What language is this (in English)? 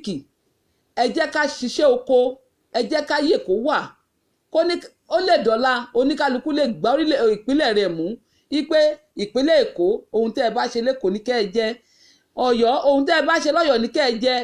Yoruba